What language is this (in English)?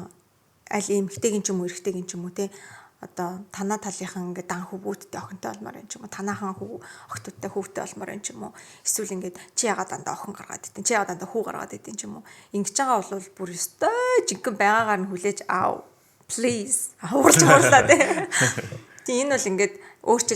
Mongolian